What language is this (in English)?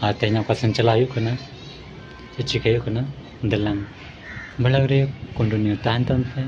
Santali